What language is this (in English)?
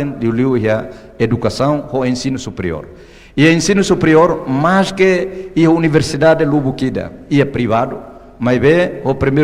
Tetum